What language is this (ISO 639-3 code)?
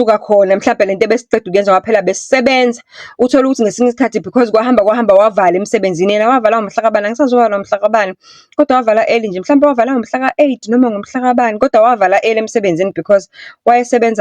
zul